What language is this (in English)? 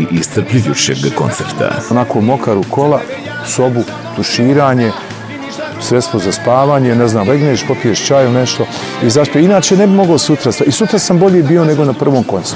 Bosnian